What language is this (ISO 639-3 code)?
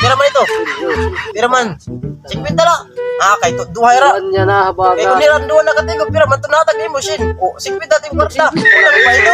war